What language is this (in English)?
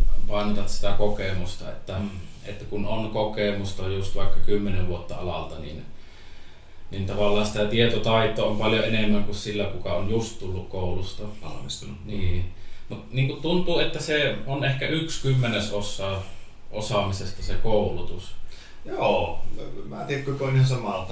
Finnish